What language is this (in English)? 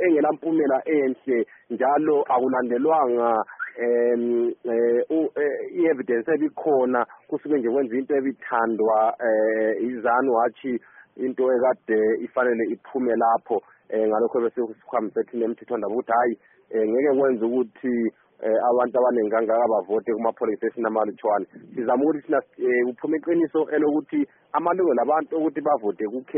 North Ndebele